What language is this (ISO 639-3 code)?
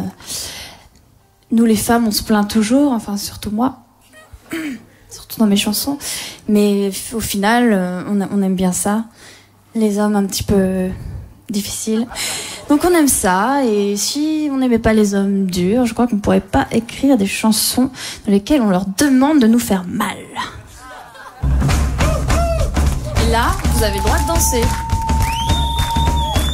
fra